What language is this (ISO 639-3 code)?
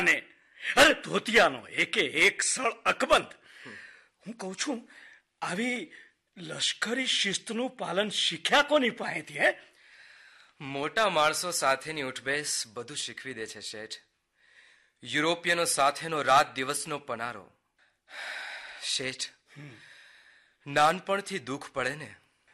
guj